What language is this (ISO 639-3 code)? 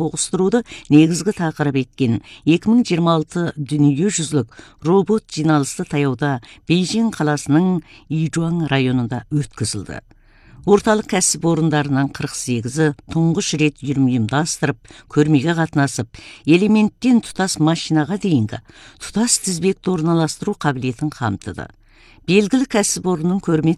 kaz